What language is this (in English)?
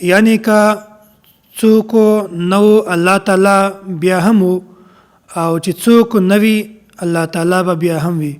Pashto